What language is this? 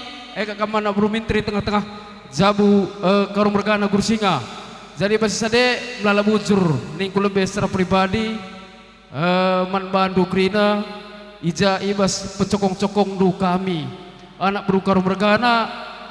Batak Karo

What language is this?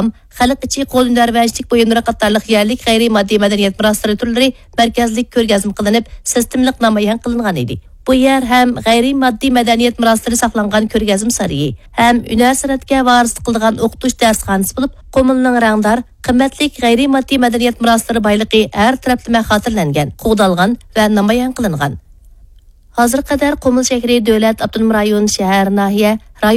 Uyghur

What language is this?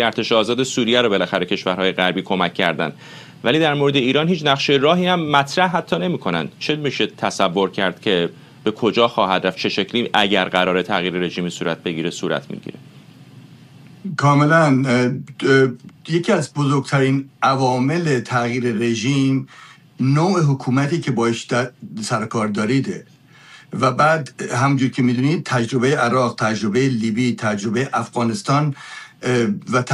Persian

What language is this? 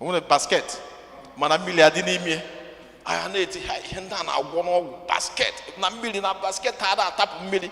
Igbo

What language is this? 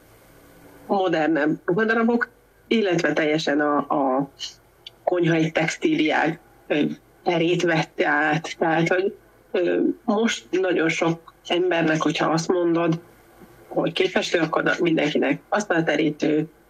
Hungarian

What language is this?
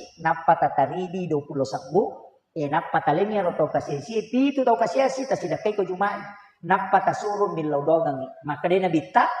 Buginese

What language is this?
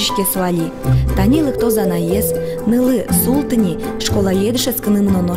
Udmurt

